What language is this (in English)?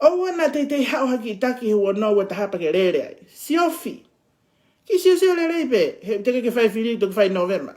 Tongan